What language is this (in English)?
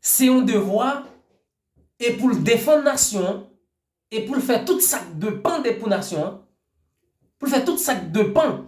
Haitian Creole